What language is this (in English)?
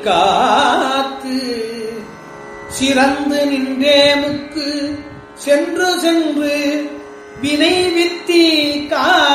Tamil